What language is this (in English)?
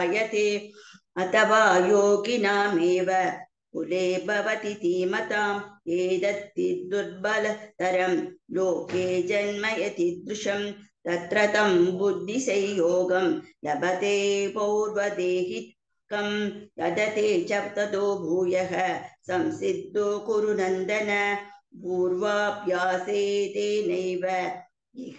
Sanskrit